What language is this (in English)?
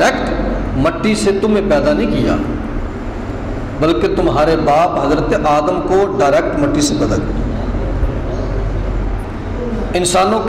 Urdu